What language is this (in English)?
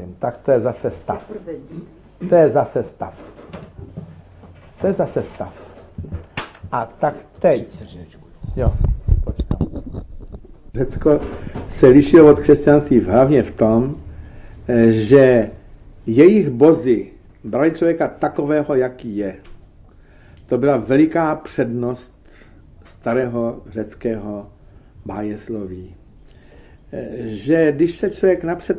Czech